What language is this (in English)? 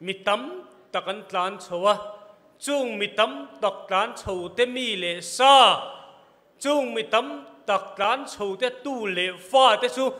Falam Chin